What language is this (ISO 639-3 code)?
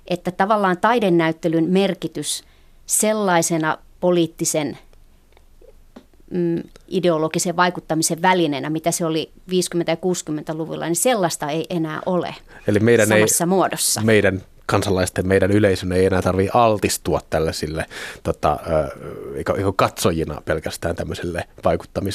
fin